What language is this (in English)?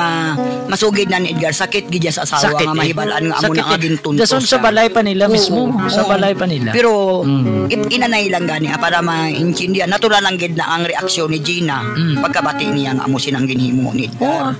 Hiligaynon